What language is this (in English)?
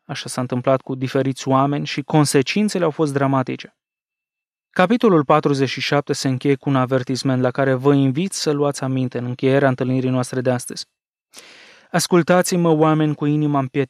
Romanian